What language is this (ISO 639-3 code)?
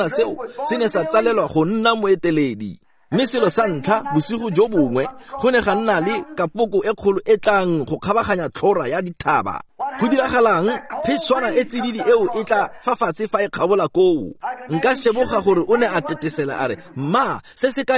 tsn